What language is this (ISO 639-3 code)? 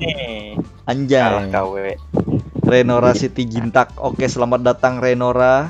bjn